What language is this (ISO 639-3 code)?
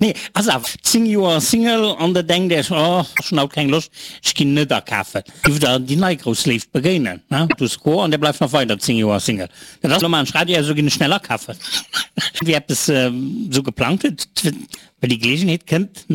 ltz